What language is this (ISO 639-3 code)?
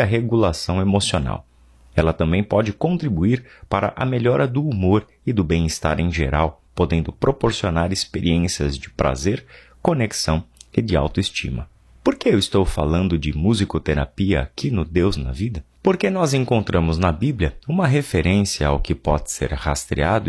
por